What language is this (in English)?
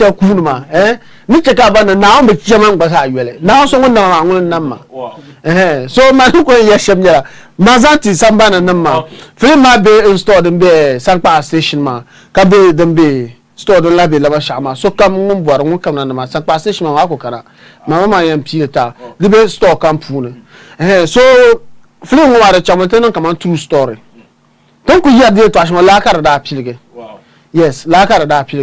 Dagbani